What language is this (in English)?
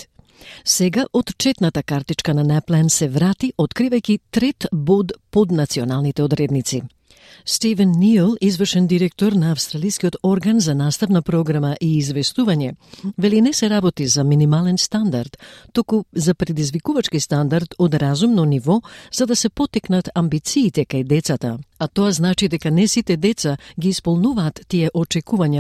Macedonian